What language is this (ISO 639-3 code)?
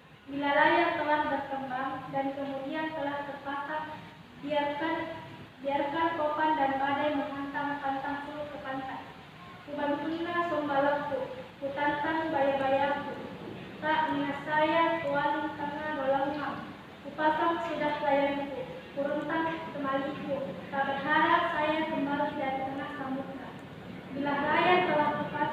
mak